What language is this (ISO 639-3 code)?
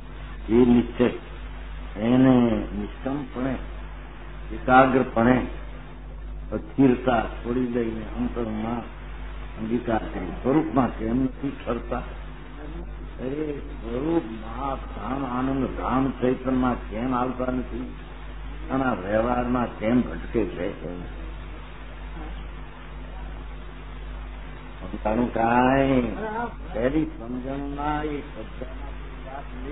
guj